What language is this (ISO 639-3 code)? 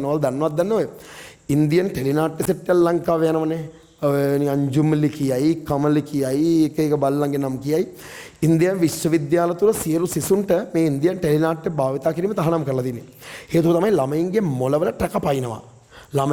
sin